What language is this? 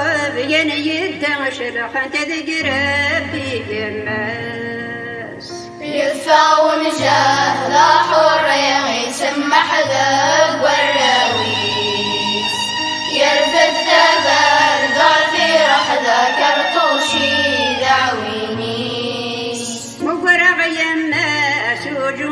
Kabyle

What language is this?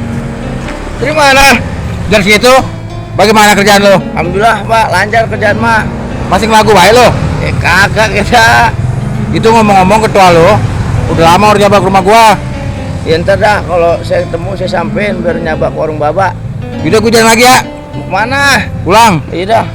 Betawi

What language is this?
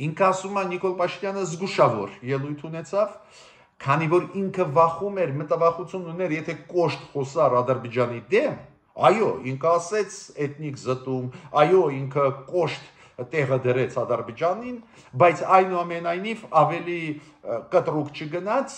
Armenian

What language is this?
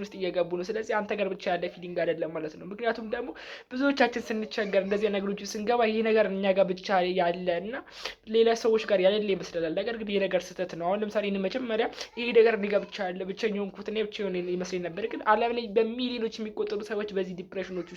Amharic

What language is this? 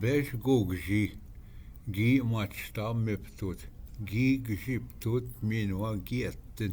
Ojibwa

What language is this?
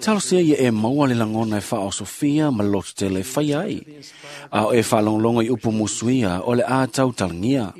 Samoan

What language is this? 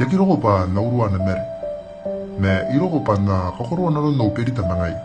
Gilbertese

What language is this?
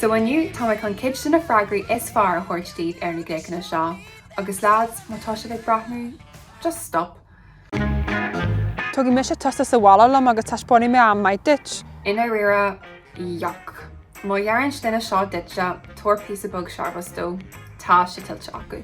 Irish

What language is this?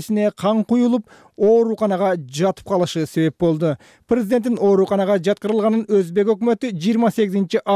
Kyrgyz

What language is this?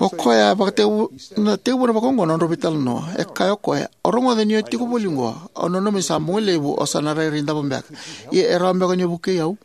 Fijian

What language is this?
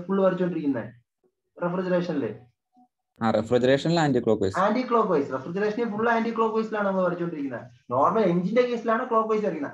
Malayalam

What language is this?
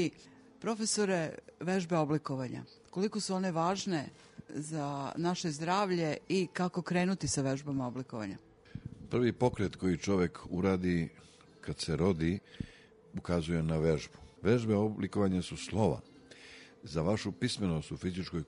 Serbian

